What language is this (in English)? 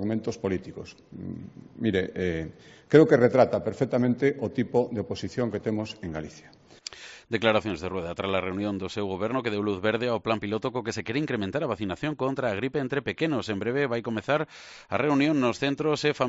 Galician